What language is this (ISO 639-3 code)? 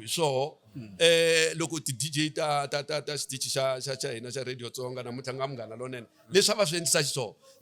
tso